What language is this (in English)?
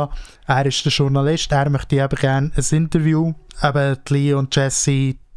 Swiss German